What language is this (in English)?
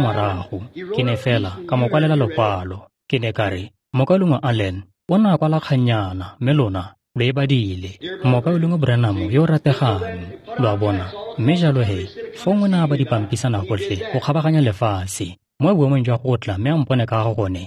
Tswana